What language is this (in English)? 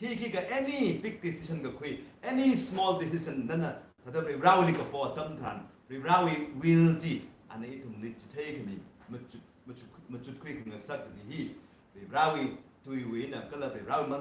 Tangkhul Naga (India)